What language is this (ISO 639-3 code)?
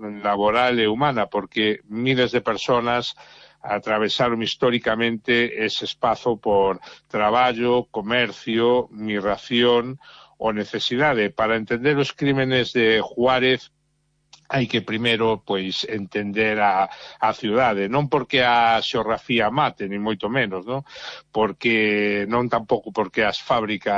glg